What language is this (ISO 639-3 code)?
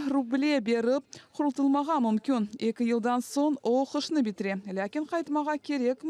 crh